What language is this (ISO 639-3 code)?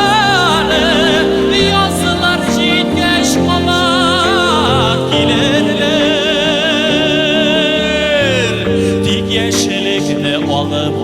tat